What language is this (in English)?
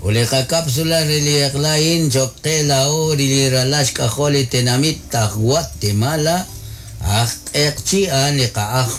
Kekchí